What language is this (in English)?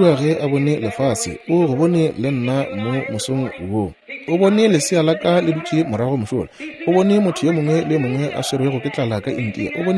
Northern Sotho